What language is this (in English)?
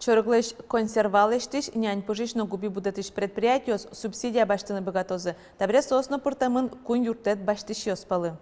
Udmurt